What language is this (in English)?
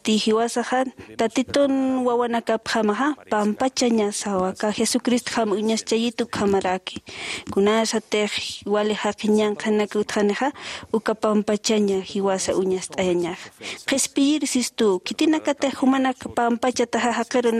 Aymara